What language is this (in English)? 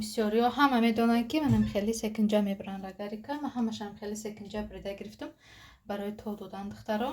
Tajik